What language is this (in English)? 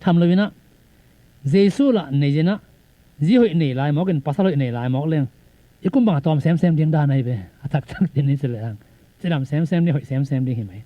Tedim Chin